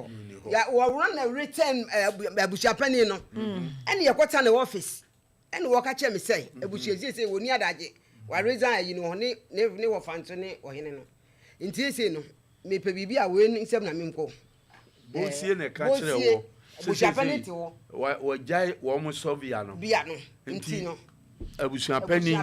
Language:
Akan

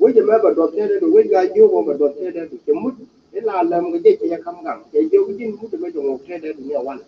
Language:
Nuer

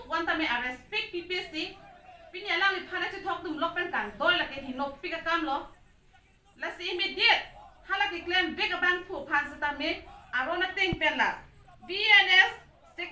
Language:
Karbi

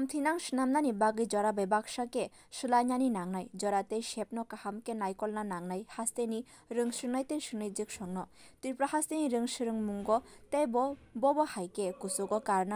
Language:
Kok Borok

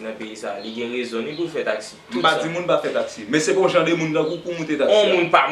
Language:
Haitian Creole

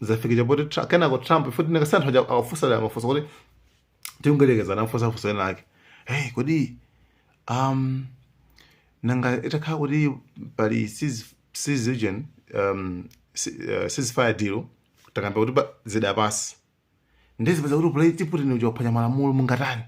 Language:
Nyanja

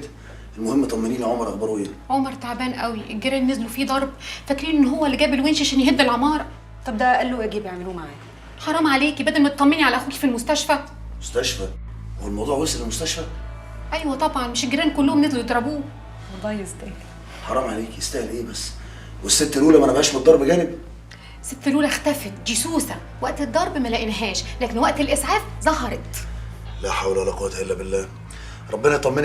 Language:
Egyptian Arabic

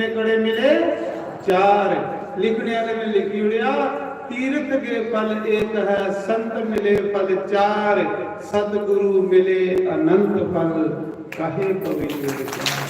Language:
Dogri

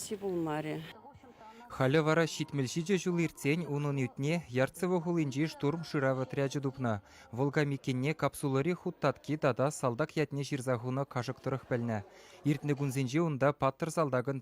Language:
Chuvash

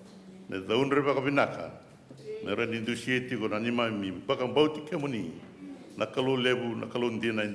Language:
Fijian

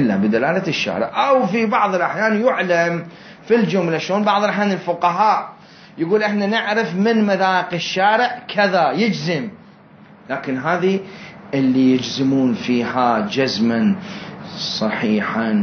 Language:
Mesopotamian Arabic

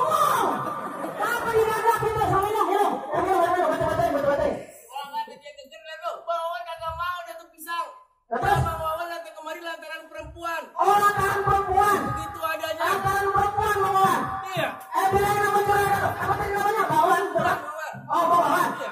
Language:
Betawi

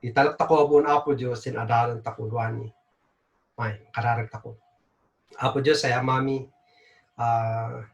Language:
Kankanaey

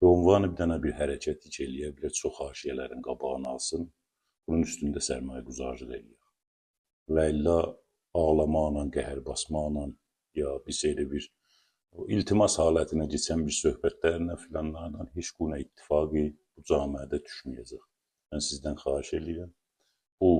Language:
Azerbaijani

